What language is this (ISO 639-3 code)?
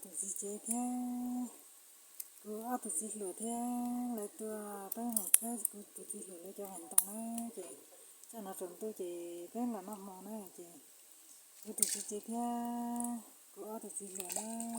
hmn